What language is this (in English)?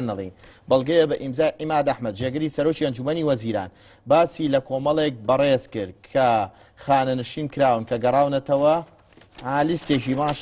Central Kurdish